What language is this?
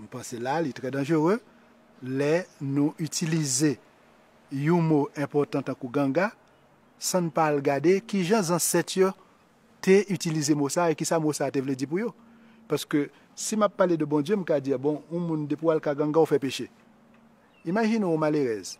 Haitian Creole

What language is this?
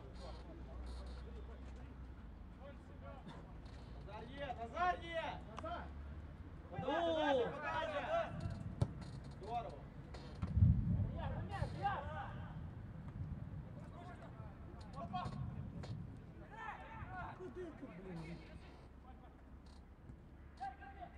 Ukrainian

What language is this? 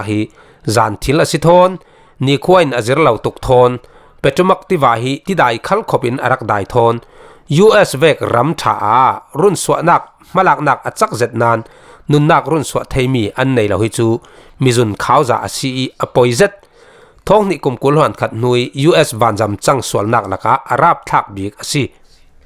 Falam Chin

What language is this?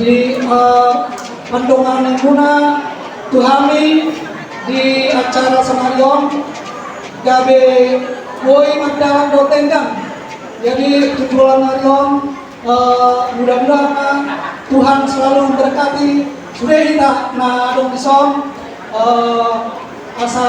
Batak Toba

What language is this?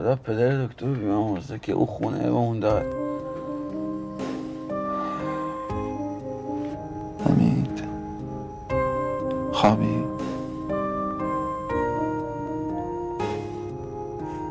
Persian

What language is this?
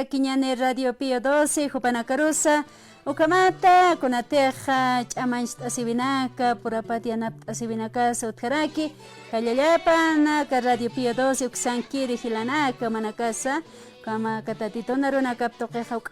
Aymara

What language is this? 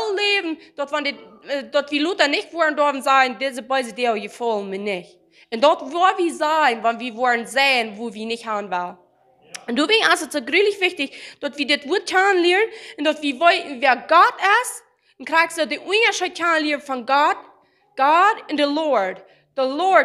Plautdietsch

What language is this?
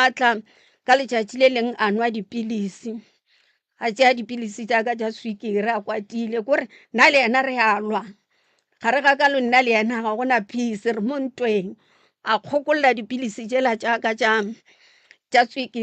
Northern Sotho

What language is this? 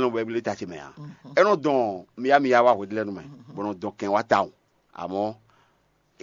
Fon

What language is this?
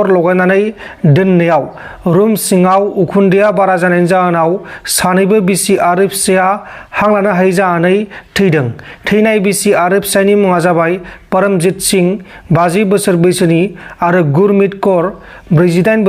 Bodo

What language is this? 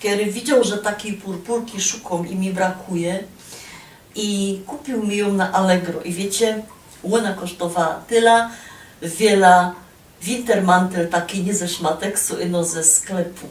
Silesian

